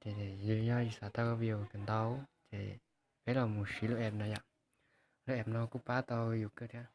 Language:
Hmong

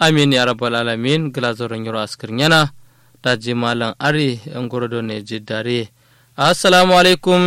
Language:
Kanuri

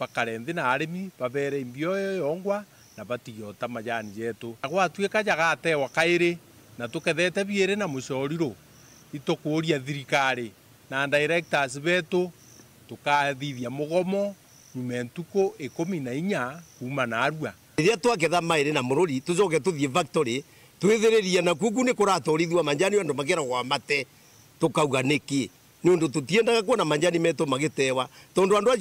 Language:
Meru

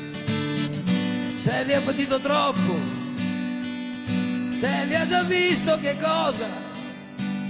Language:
Italian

